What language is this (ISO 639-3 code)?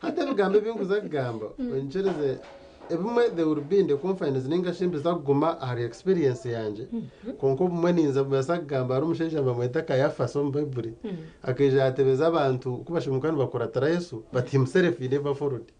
nyn